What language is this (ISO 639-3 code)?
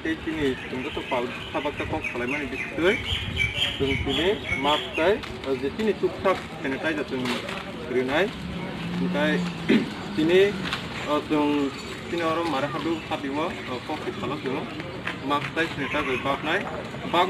trp